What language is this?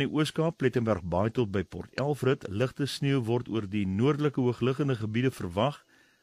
Afrikaans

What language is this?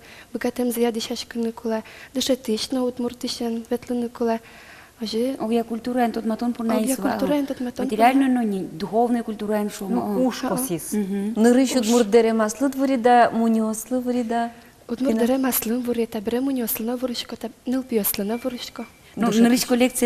Udmurt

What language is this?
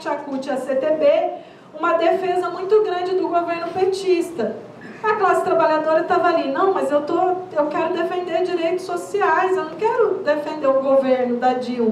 Portuguese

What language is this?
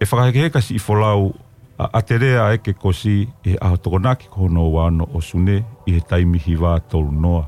Tongan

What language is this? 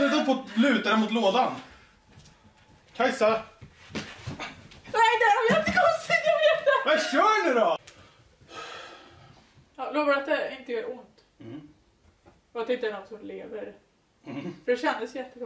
Swedish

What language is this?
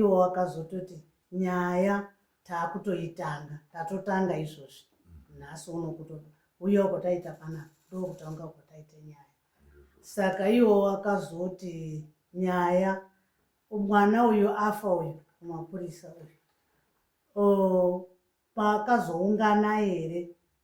Shona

